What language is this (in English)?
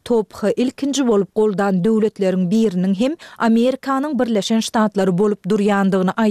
Turkmen